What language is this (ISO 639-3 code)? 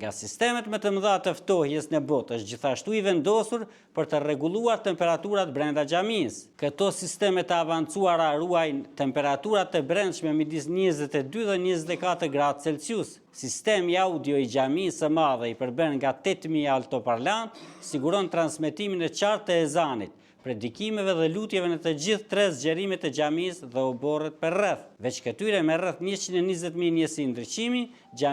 sqi